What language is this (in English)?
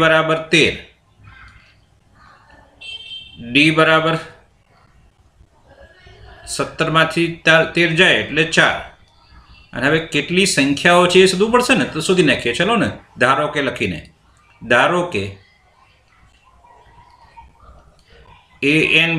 Gujarati